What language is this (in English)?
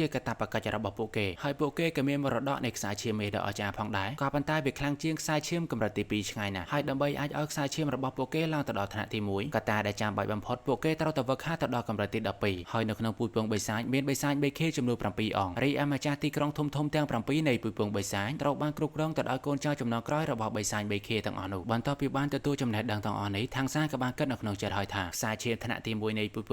Khmer